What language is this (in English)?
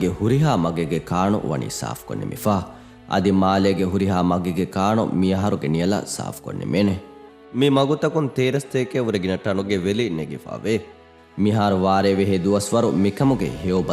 Divehi